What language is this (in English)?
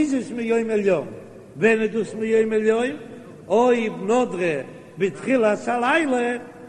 Yiddish